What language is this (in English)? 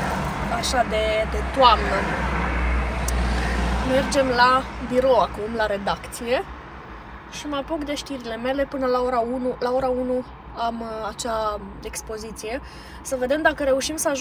Romanian